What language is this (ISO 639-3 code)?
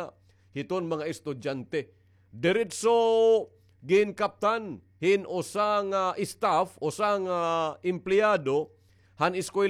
war